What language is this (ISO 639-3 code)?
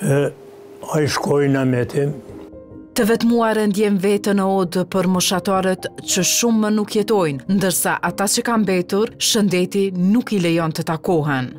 sqi